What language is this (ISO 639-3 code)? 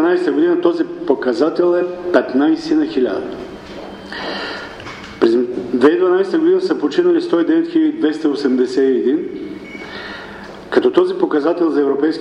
bul